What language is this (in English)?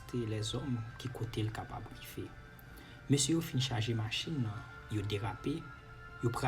Haitian Creole